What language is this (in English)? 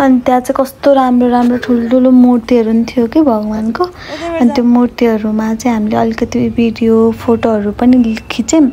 Nepali